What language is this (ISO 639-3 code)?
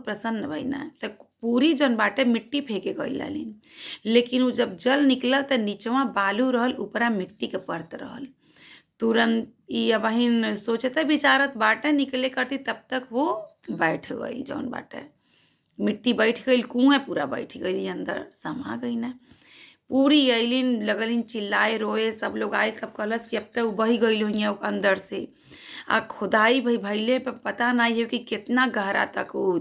bho